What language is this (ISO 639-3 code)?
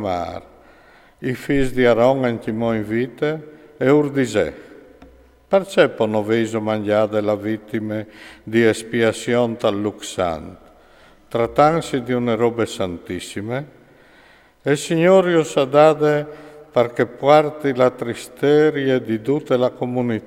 fur